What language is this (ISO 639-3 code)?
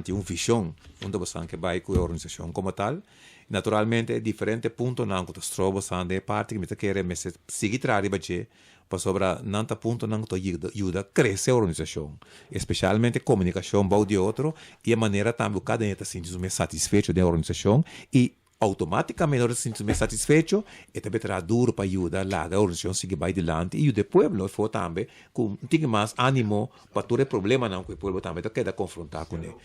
pap